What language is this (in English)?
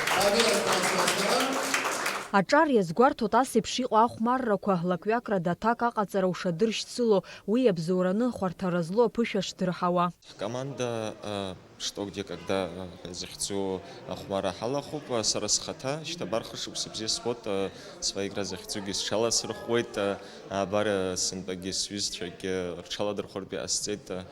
Abkhazian